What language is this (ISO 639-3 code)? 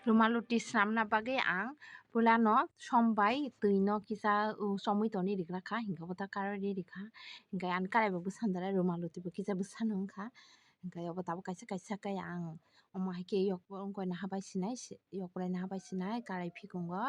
trp